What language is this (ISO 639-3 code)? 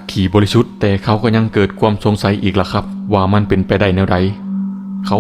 tts